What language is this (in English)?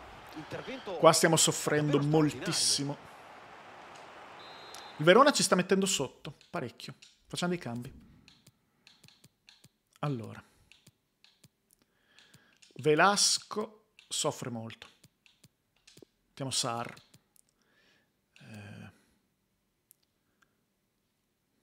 Italian